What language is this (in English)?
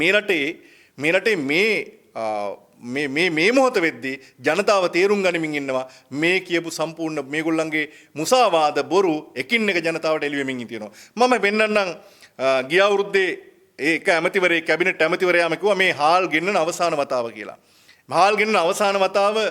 Sinhala